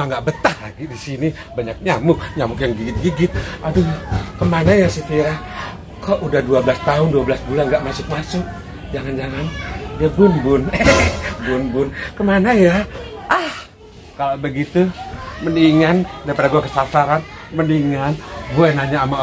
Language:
Betawi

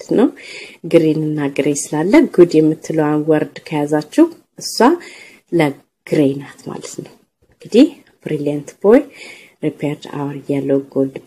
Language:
Amharic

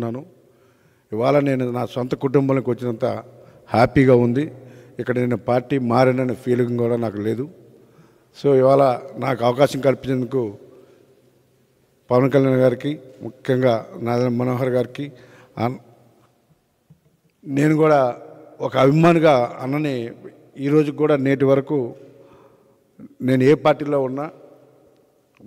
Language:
Telugu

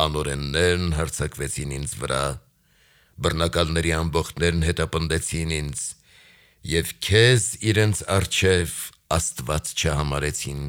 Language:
Armenian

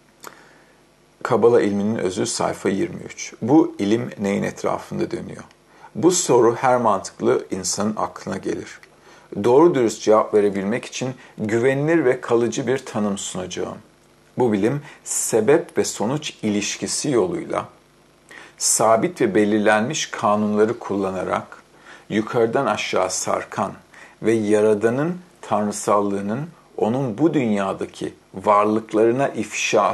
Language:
Turkish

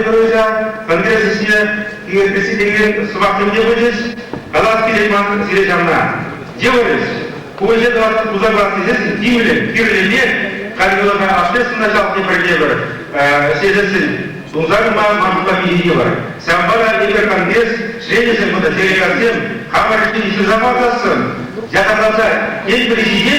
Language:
Chuvash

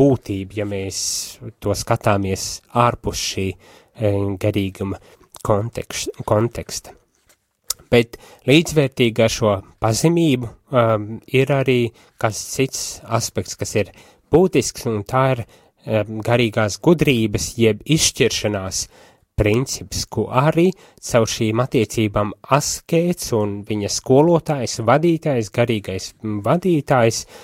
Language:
Latvian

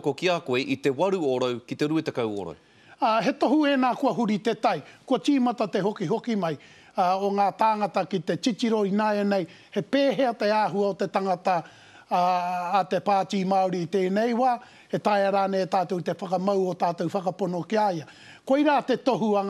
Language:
Māori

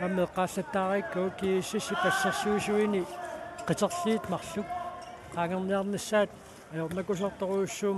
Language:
Kalaallisut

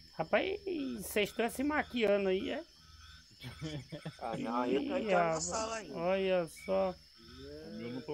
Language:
Portuguese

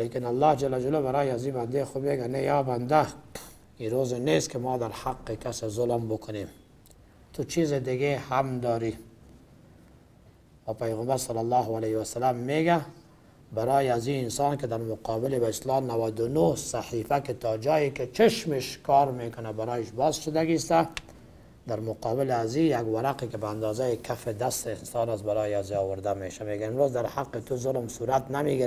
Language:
Persian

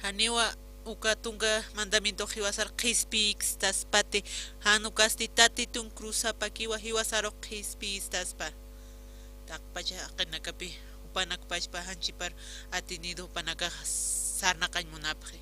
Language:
Aymara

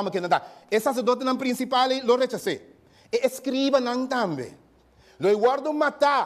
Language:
Papiamento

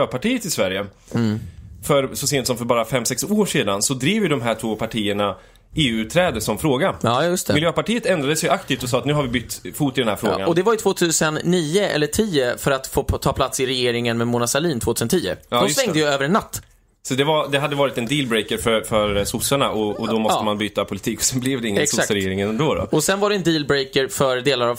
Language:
Swedish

